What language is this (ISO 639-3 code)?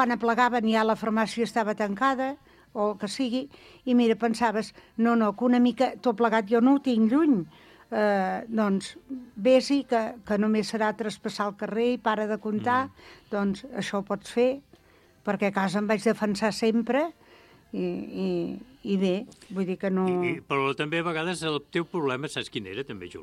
cat